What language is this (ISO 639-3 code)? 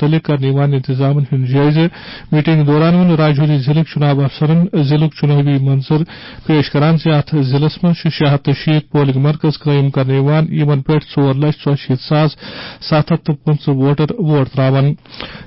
kas